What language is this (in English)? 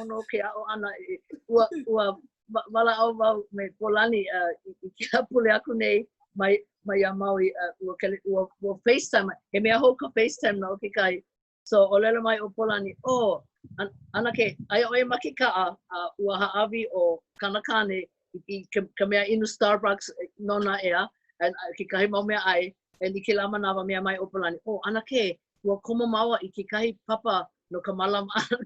Hawaiian